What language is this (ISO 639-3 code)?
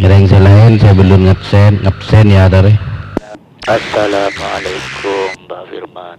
mad